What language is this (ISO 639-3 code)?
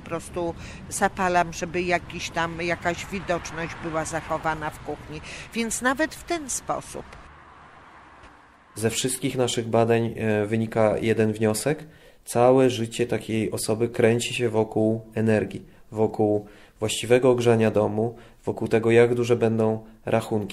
pol